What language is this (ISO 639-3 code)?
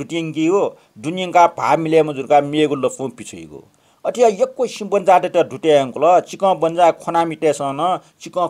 new